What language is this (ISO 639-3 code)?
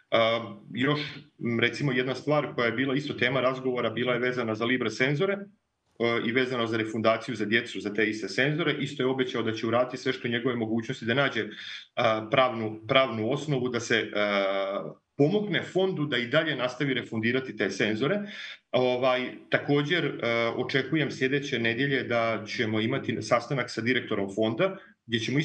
bos